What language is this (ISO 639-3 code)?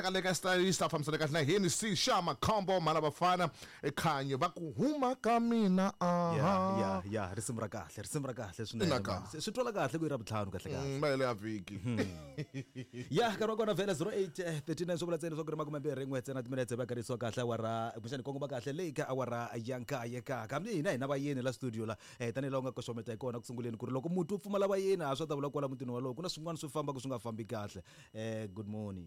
tso